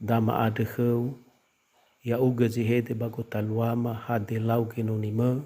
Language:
Nias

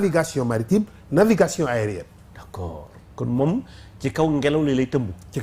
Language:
Wolof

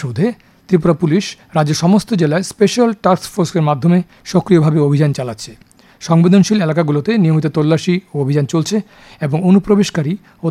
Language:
Bangla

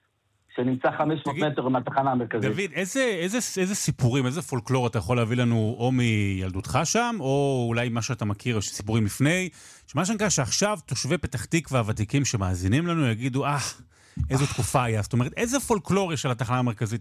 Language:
Hebrew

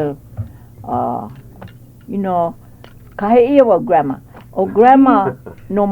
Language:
Hawaiian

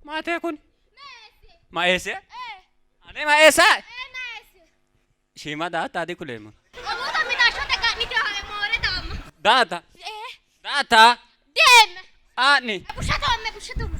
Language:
Sidamo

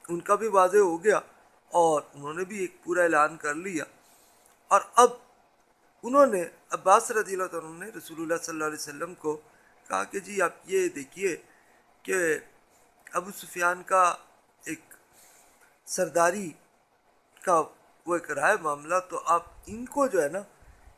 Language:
Urdu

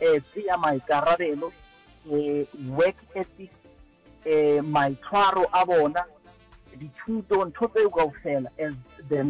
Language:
Northern Sotho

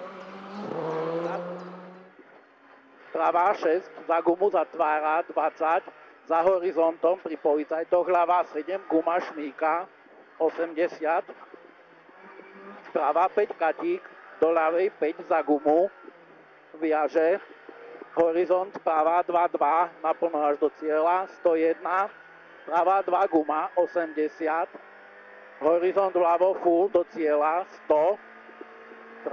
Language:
Slovak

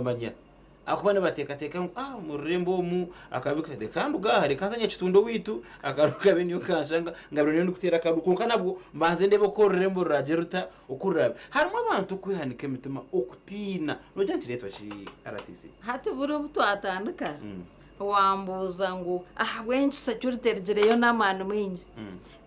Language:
Nyankole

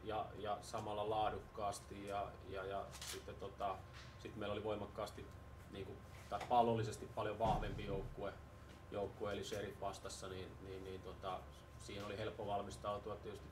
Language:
Finnish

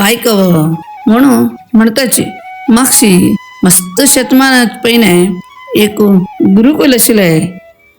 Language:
Konkani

